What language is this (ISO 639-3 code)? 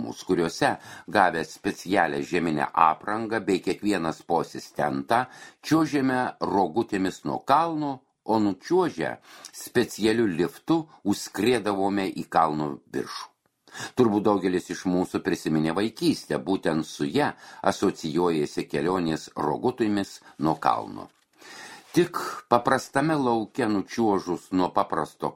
lit